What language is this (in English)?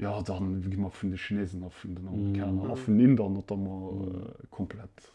Luxembourgish